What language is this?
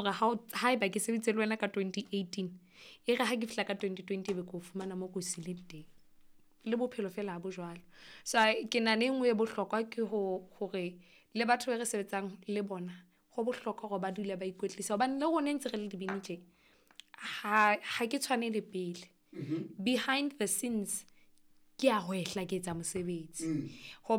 Southern Sotho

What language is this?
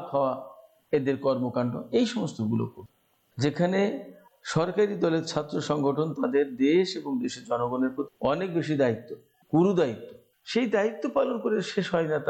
Bangla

